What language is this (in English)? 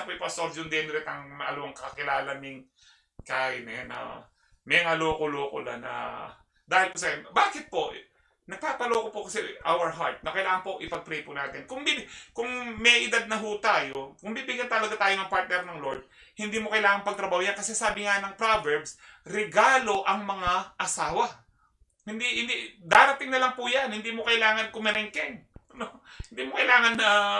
Filipino